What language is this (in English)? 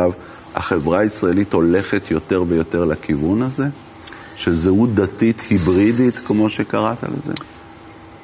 Hebrew